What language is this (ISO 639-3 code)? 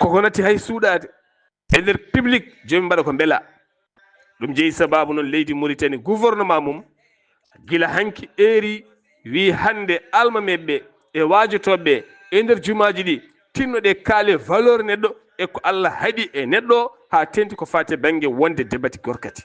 ful